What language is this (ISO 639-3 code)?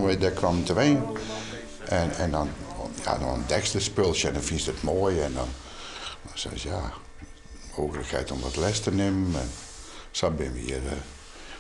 fry